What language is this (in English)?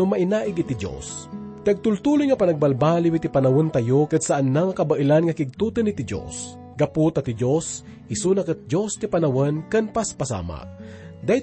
Iloko